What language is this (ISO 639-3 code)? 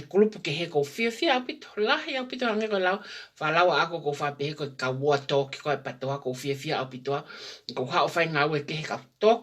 ton